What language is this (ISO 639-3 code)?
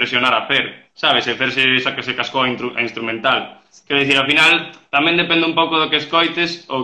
glg